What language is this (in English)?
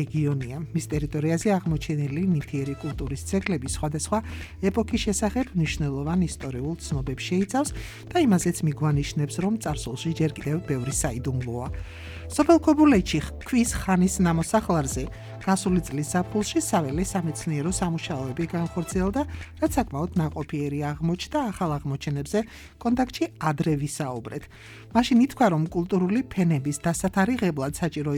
Georgian